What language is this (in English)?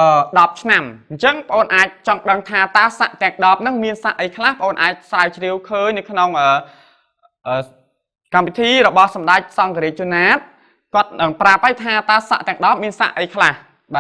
Khmer